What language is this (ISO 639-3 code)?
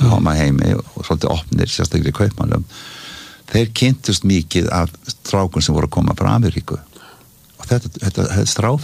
isl